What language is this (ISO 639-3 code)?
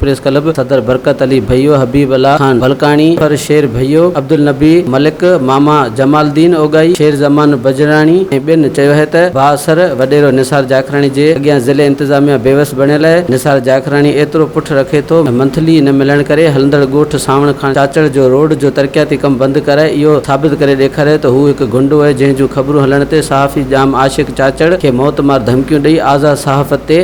snd